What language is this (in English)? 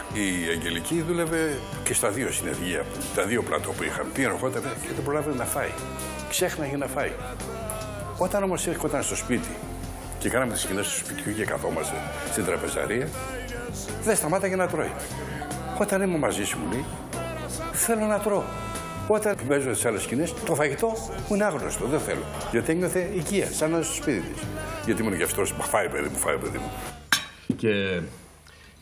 Greek